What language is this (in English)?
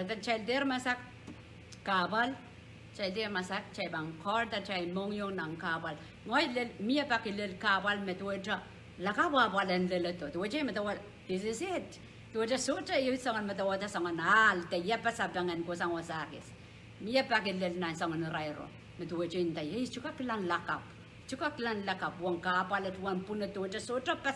Pohnpeian